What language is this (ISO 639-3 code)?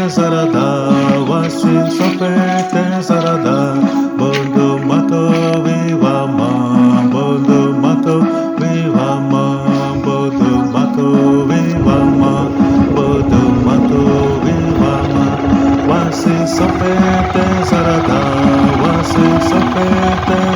xav